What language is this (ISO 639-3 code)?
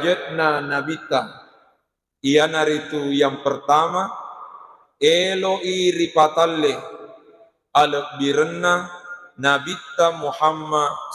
bug